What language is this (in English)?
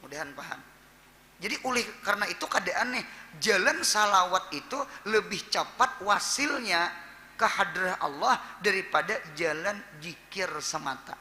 Banjar